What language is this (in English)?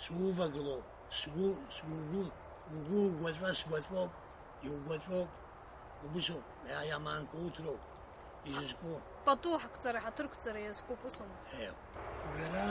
Abkhazian